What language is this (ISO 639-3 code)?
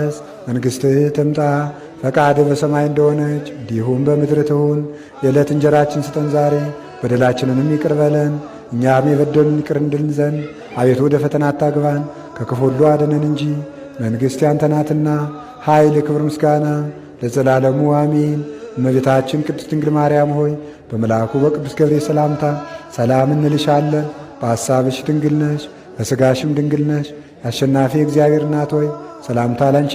amh